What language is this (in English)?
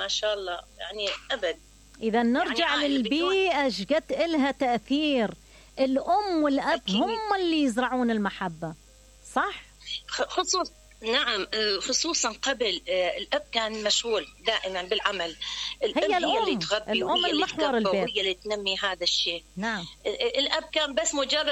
Mesopotamian Arabic